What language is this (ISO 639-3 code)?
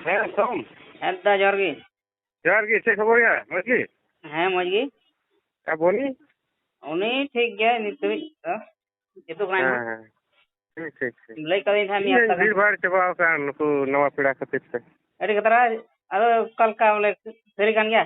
sat